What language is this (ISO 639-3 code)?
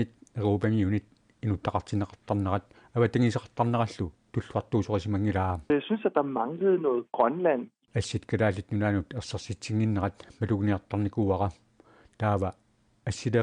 kal